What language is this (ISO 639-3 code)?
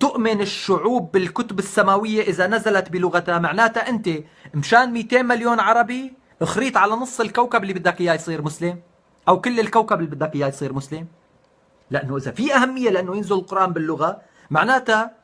apc